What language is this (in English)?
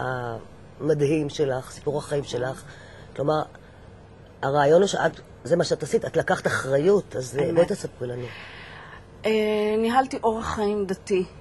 Hebrew